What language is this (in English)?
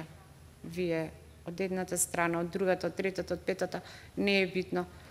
Macedonian